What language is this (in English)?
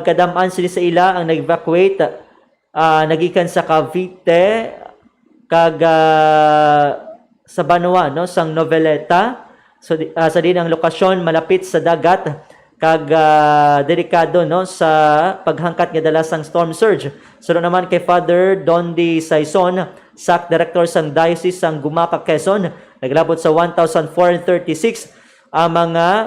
Hiligaynon